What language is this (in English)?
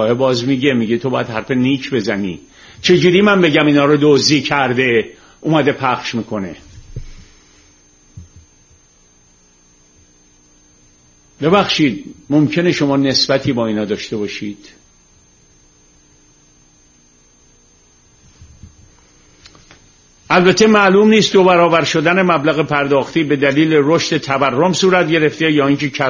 Persian